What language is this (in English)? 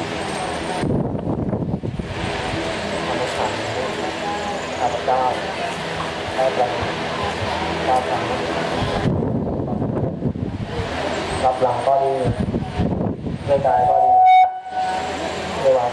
Thai